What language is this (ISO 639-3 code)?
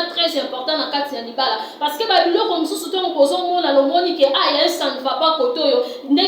lin